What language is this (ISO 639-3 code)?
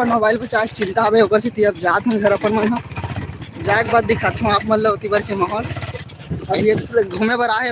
hne